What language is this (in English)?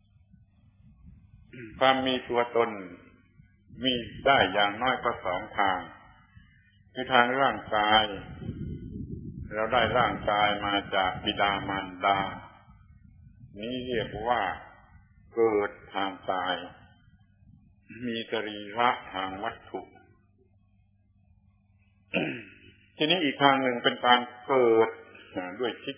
Thai